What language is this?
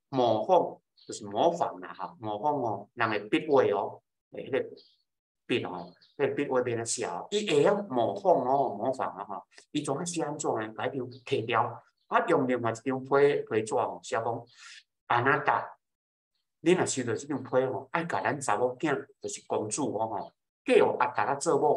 Min Nan Chinese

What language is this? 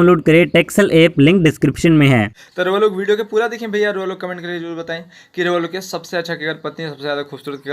Bhojpuri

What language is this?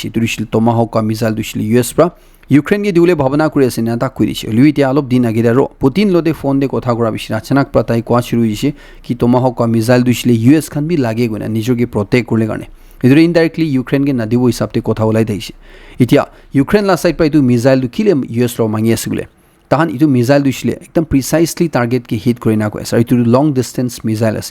Naga Pidgin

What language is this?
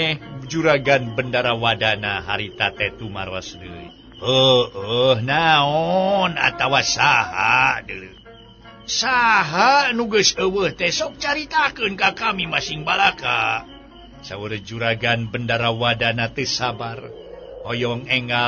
Sundanese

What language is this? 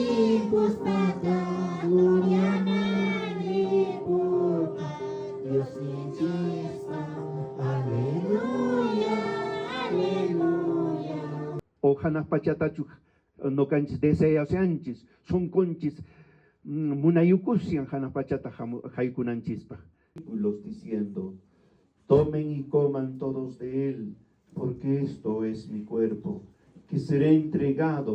Quechua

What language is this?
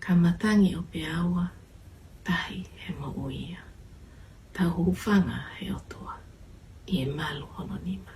Tongan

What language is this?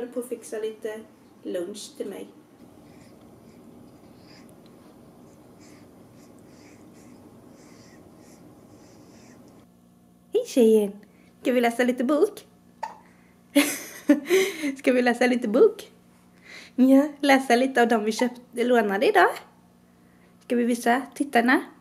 Swedish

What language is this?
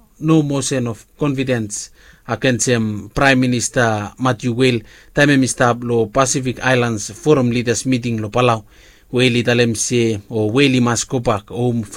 Bislama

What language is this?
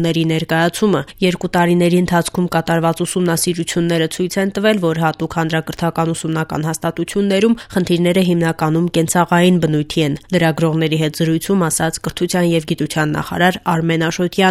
Armenian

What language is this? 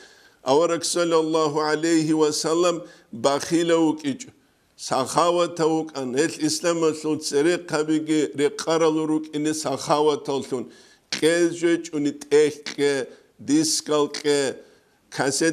Avaric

